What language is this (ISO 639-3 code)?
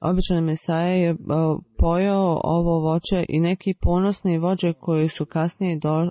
bos